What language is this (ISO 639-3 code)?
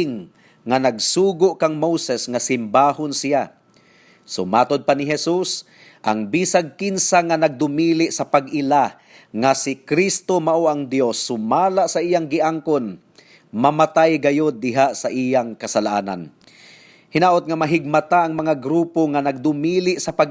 ceb